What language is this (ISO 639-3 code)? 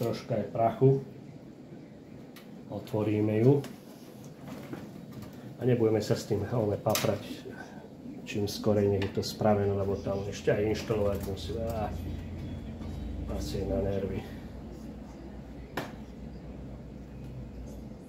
slk